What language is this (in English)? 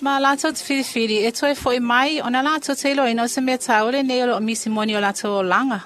Samoan